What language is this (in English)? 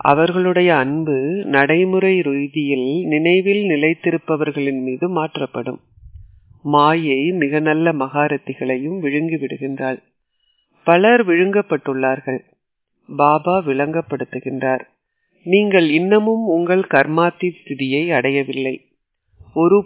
Tamil